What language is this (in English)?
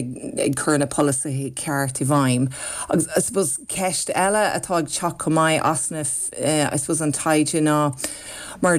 Irish